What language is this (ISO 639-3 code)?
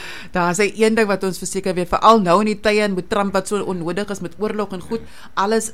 afr